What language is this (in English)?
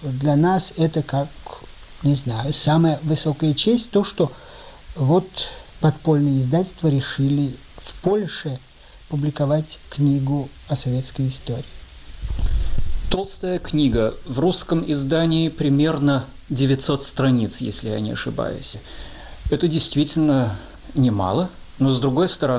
Russian